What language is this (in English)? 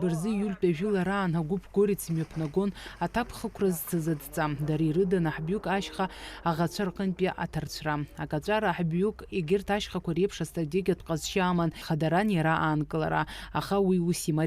Abkhazian